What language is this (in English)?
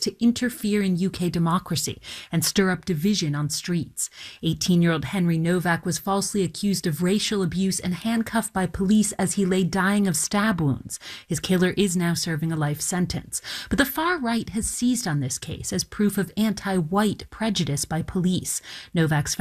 English